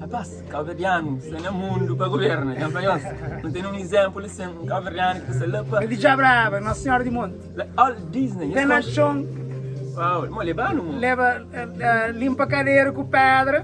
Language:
Kabuverdianu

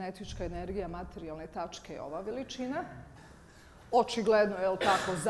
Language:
Bosnian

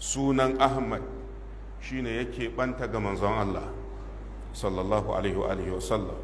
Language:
Hausa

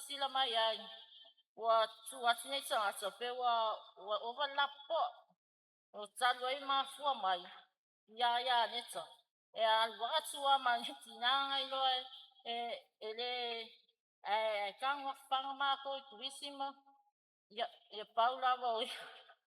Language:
Samoan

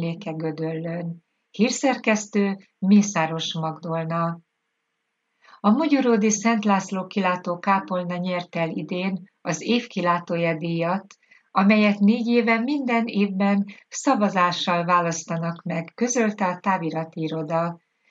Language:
Hungarian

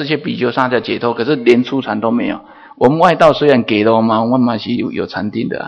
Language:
Chinese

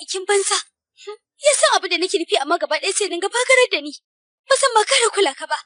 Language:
Hausa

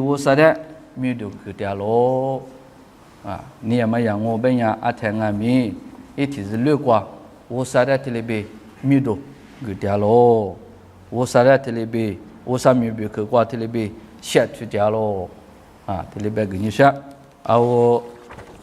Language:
Lisu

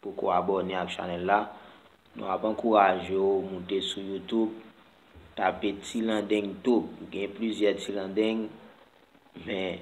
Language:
Haitian Creole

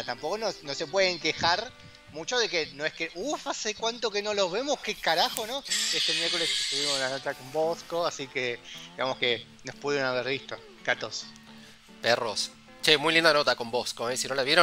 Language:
Spanish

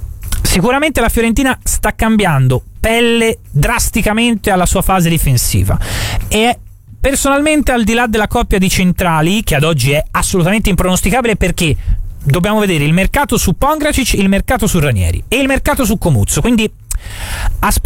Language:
Italian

